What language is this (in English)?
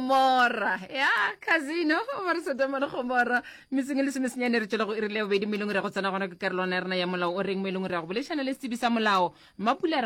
Northern Sotho